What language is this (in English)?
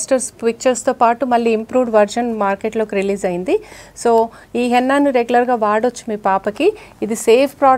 Telugu